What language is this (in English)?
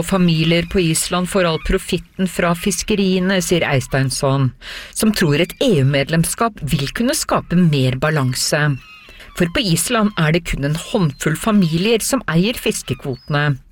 Norwegian